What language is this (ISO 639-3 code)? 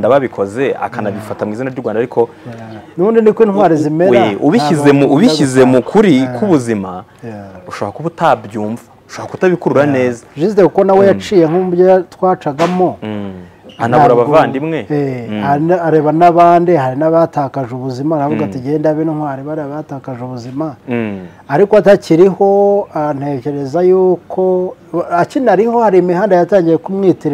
kin